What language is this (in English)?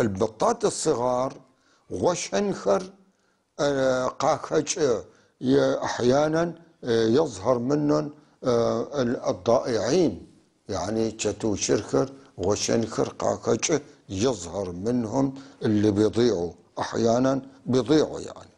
North Levantine Arabic